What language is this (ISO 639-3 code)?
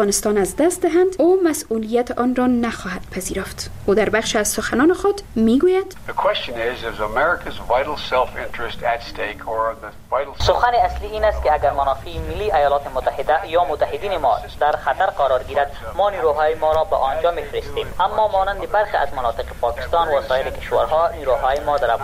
fas